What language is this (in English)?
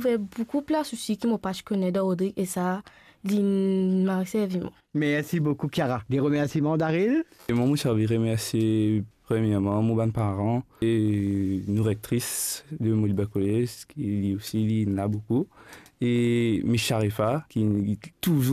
Morisyen